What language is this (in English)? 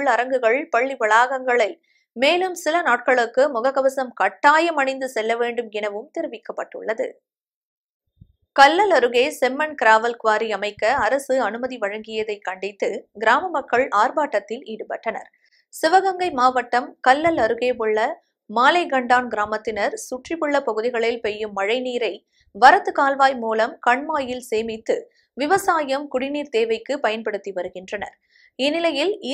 Tamil